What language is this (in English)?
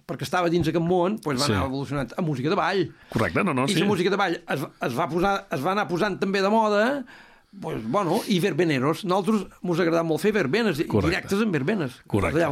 Catalan